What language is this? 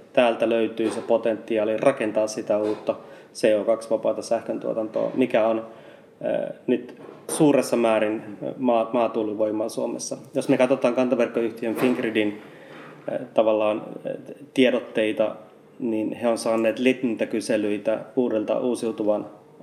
Finnish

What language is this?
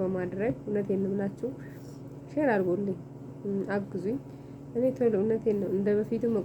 Amharic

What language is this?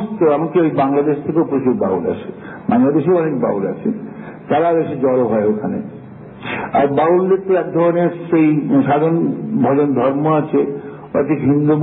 Bangla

